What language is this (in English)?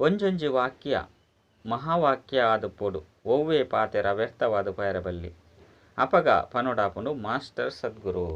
Tulu